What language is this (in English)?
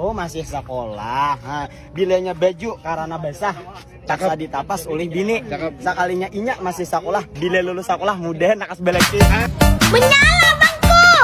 Banjar